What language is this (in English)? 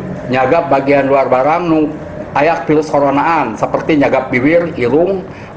Sundanese